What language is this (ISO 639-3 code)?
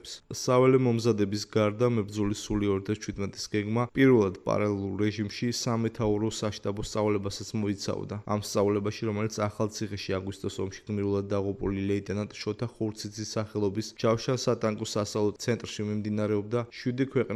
kat